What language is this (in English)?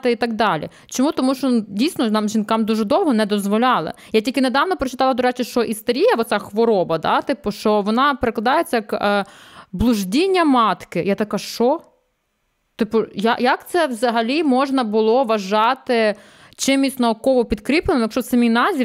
Ukrainian